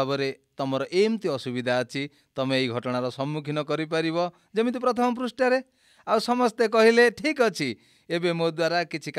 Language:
Odia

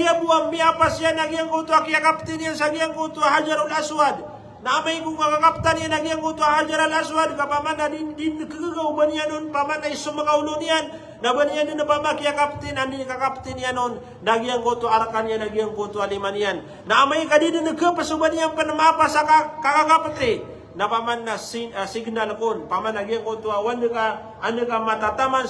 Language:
Maranao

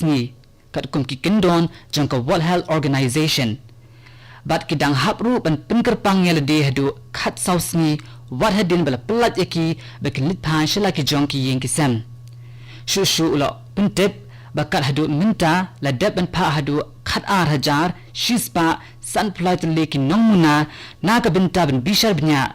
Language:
Khasi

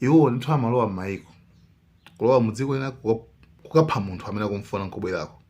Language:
Nyanja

